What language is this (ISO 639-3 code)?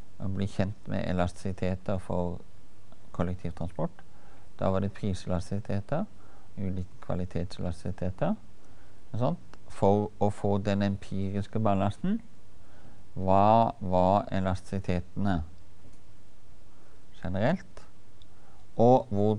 nor